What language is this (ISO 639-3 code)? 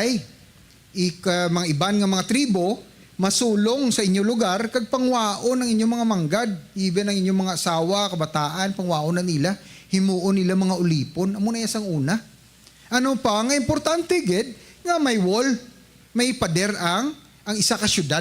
hil